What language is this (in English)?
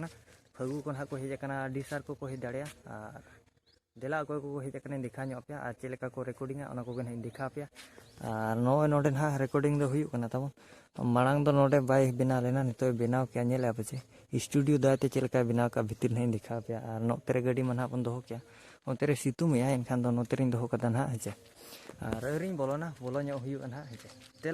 Santali